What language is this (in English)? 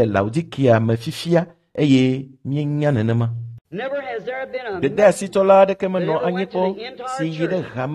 Ewe